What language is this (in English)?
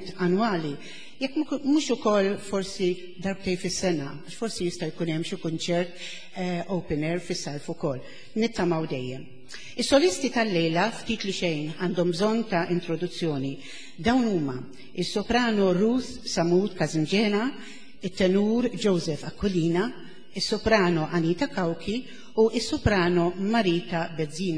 Maltese